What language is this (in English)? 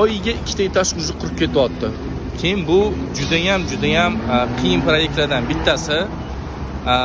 Uzbek